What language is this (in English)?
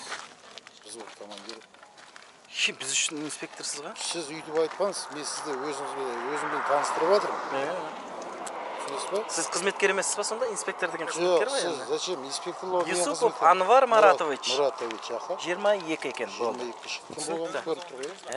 Kazakh